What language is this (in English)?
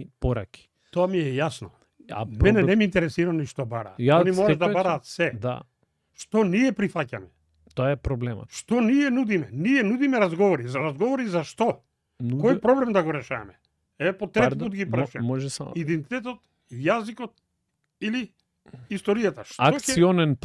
Macedonian